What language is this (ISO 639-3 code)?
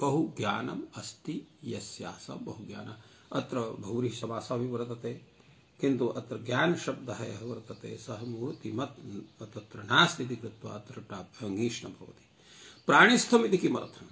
san